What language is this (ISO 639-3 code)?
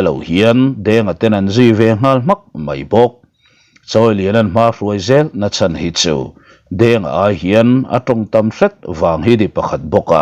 lus